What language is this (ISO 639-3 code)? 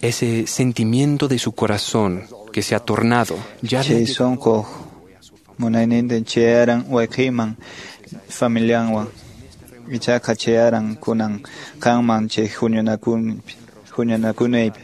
que